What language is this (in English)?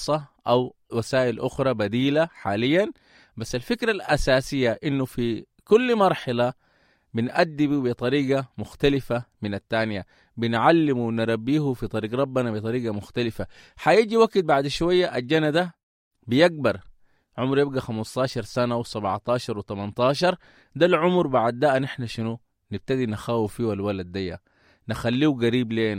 Sudanese Arabic